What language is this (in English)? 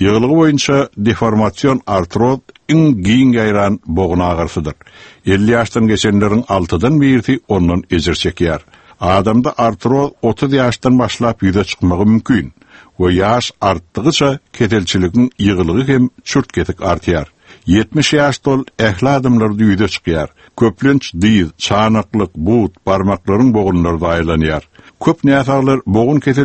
Turkmen